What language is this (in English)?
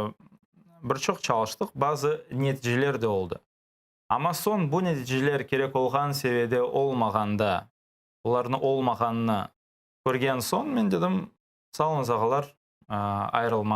Crimean Tatar